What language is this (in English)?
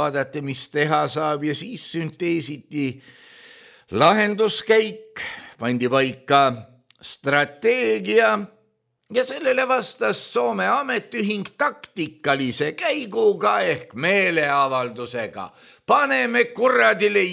Estonian